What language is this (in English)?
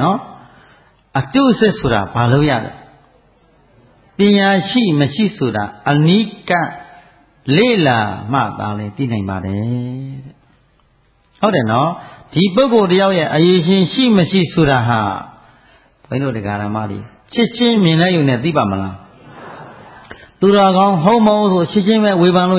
Burmese